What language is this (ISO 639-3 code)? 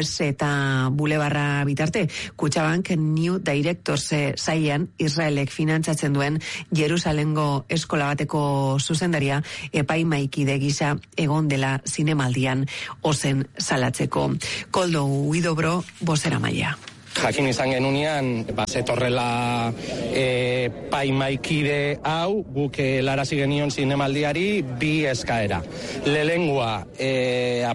eus